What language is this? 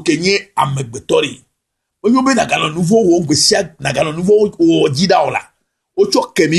Ewe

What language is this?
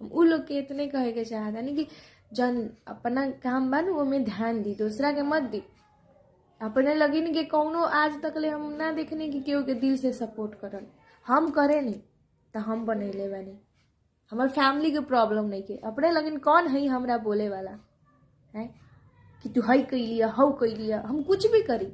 Bhojpuri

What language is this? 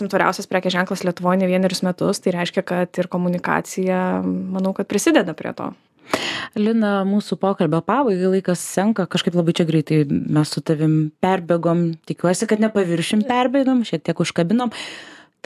Lithuanian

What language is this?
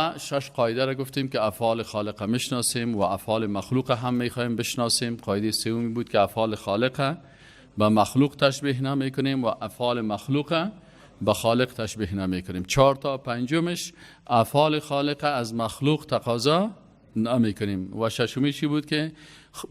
Persian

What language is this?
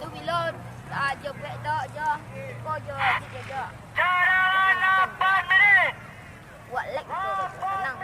Minangkabau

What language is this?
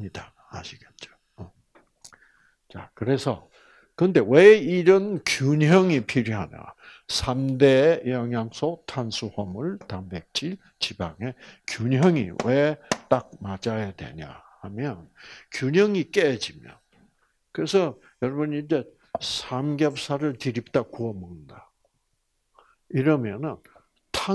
Korean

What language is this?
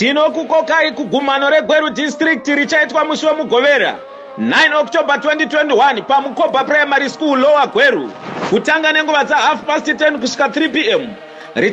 Shona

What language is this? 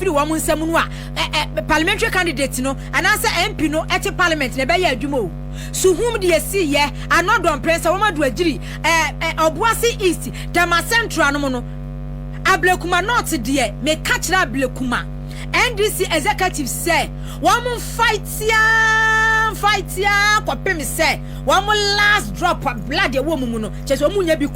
Akan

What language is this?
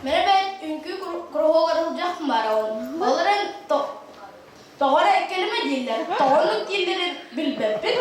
Yakut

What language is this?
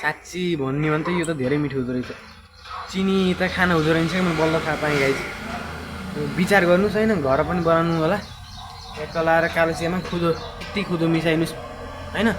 Nepali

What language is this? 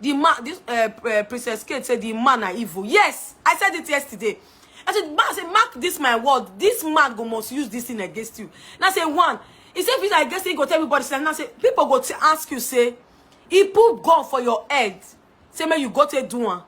Nigerian Pidgin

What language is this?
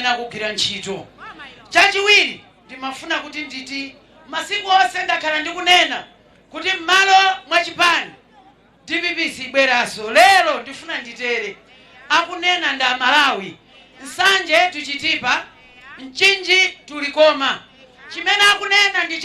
Nyanja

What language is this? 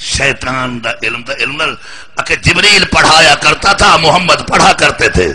Saraiki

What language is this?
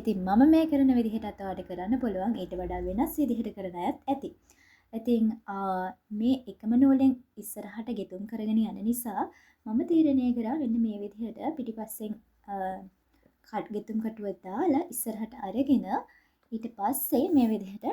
Sinhala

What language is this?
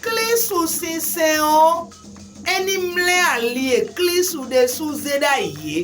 Fon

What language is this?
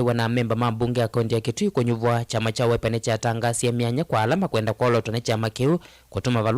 Kamba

